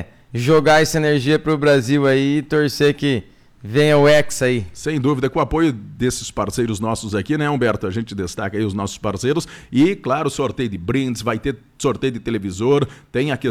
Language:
Portuguese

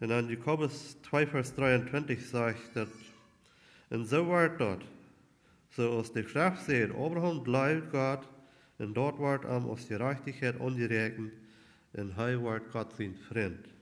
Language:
Plautdietsch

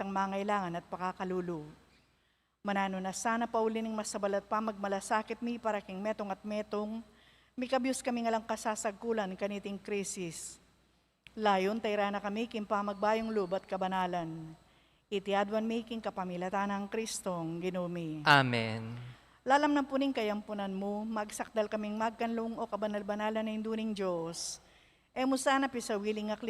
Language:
Pampanga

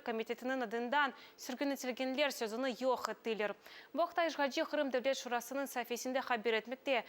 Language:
Crimean Tatar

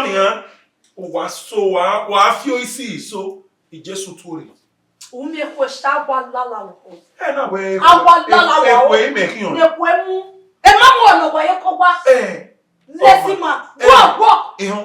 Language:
Bini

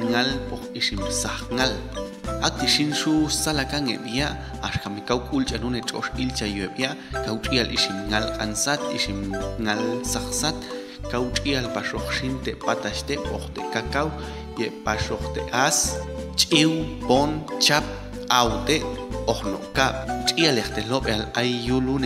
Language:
Popti'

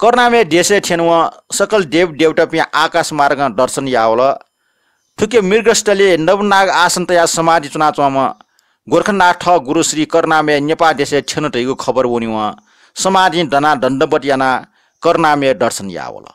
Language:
Newari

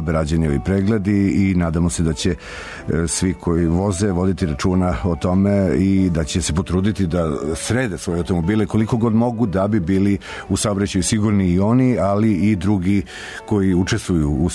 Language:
Serbian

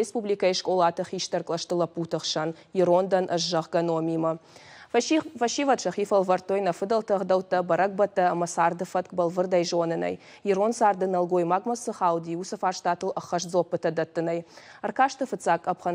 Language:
Ossetic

